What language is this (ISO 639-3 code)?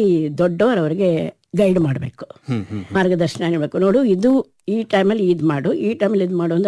kan